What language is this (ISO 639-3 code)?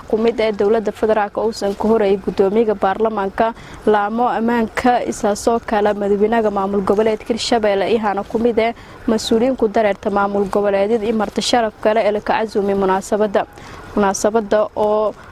som